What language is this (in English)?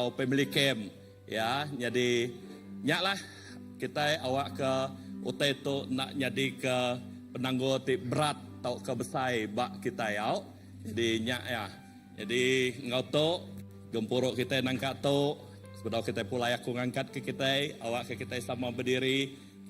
Iban